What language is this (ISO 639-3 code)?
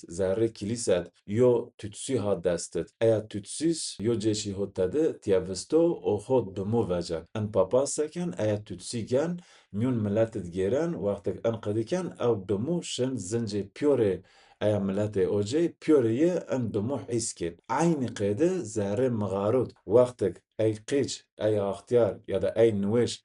zza